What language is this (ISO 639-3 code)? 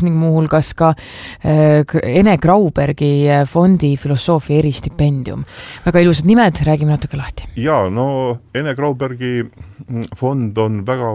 est